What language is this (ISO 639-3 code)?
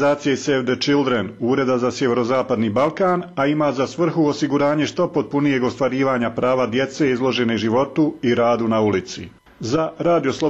bos